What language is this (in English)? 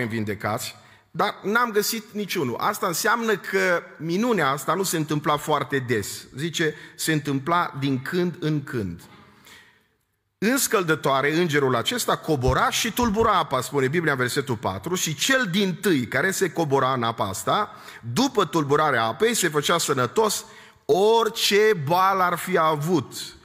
Romanian